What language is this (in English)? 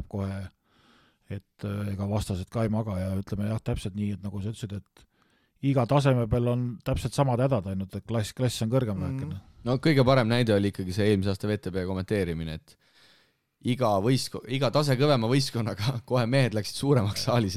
Estonian